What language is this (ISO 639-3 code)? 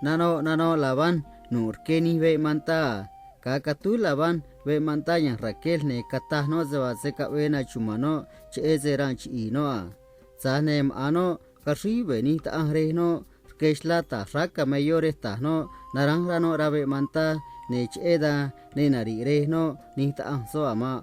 trc